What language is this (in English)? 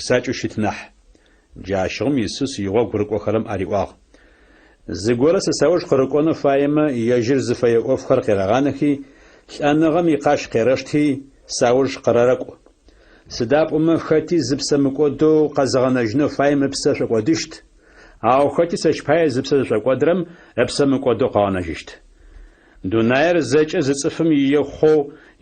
Adyghe